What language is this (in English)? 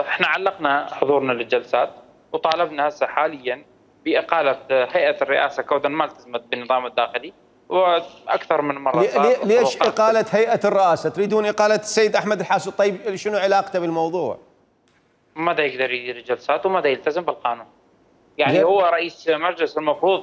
Mesopotamian Arabic